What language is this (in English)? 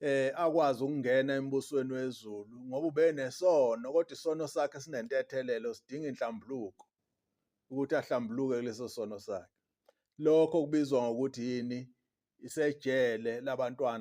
Zulu